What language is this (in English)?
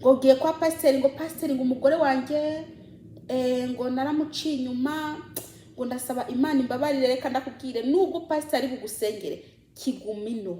Kinyarwanda